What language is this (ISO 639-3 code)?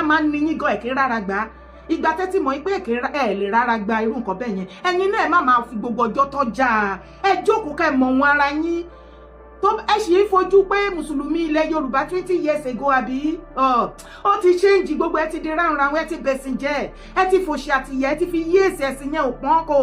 yor